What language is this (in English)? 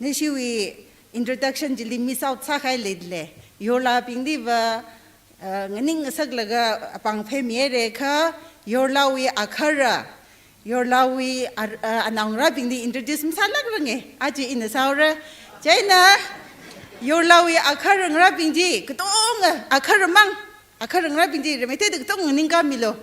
Tangkhul Naga (India)